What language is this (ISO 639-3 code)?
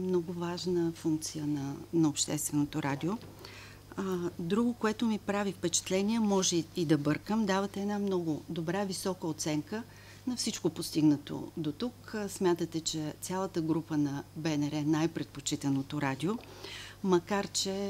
bul